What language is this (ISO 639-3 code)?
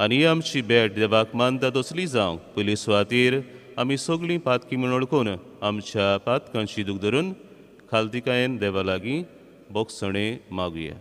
kok